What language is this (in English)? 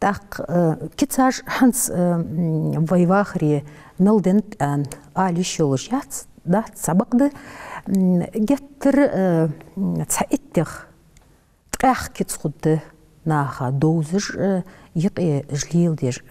Ingush